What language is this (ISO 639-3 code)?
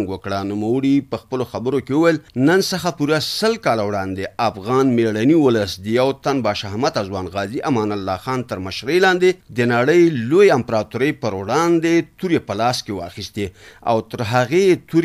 pus